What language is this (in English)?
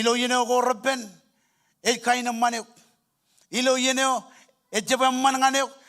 Marshallese